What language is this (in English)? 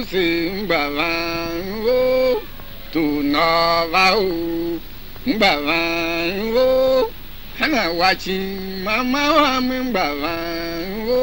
Tiv